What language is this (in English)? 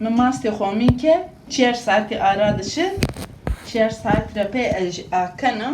Zaza